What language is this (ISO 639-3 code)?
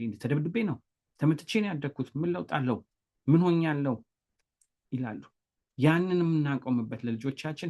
amh